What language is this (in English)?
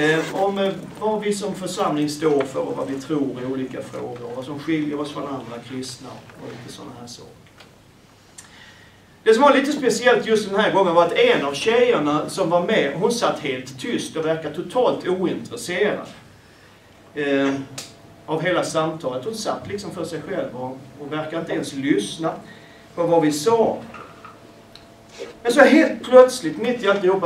Swedish